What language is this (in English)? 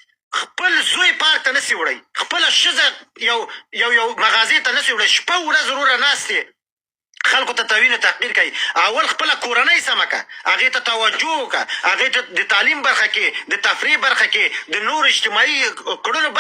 Pashto